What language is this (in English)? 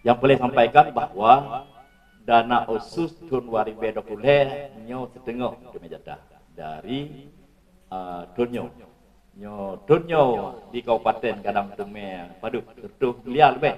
Achinese